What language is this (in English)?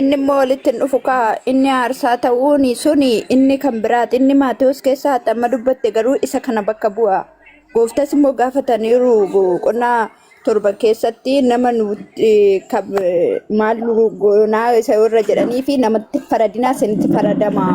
Oromo